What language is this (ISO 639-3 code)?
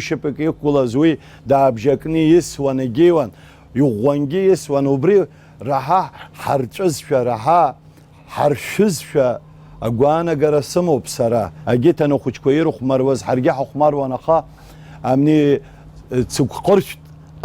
abk